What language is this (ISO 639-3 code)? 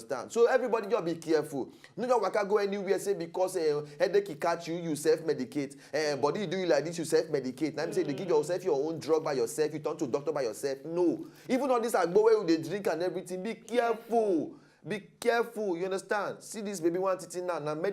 pcm